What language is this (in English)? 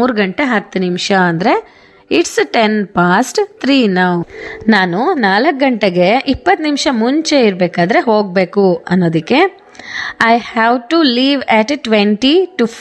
Kannada